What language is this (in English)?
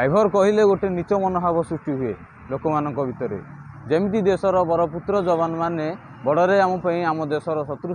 Odia